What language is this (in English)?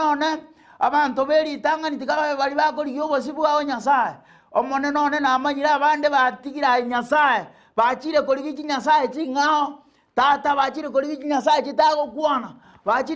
Gusii